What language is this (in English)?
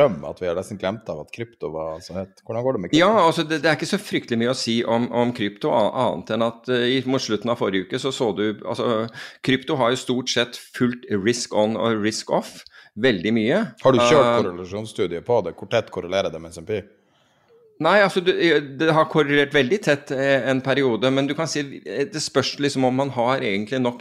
Norwegian